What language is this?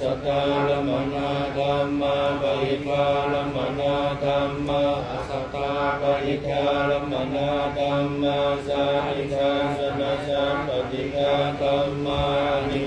Pali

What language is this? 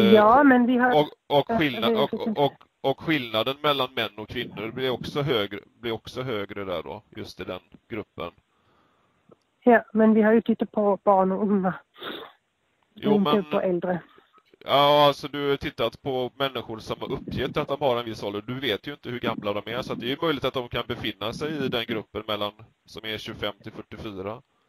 Swedish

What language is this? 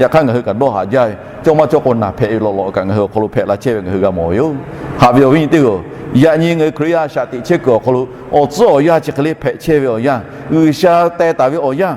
Lahu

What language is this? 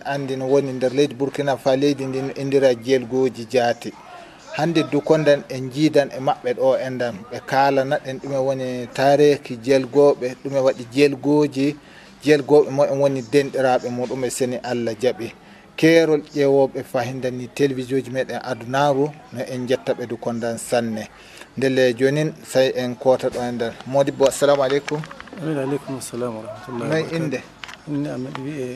Fula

